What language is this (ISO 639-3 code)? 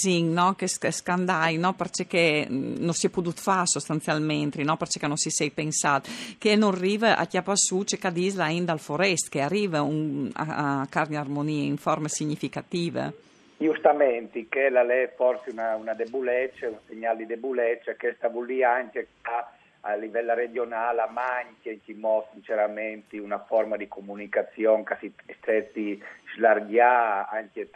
fur